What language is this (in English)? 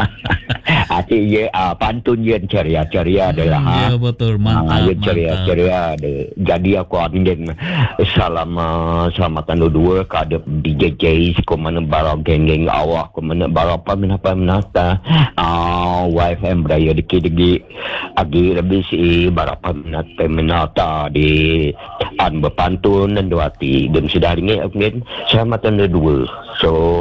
Malay